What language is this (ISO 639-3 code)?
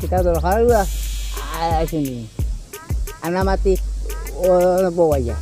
syl